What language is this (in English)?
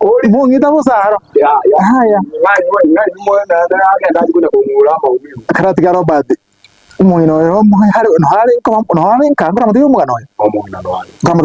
Gusii